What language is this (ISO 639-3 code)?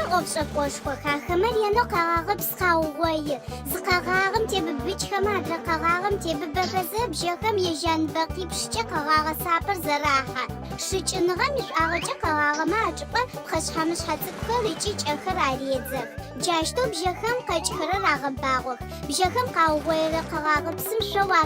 ady